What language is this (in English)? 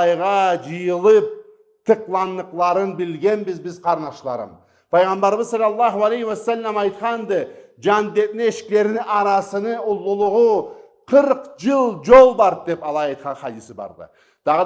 Karachay-Balkar